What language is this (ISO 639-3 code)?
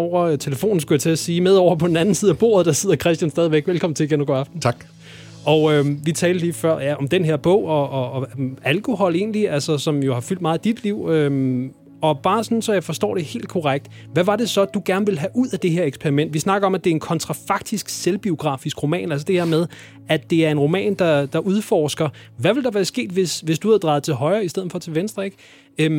dan